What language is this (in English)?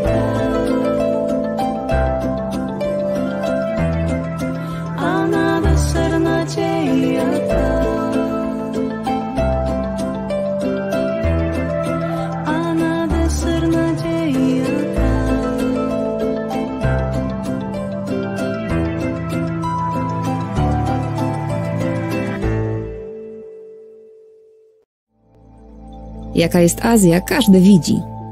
Polish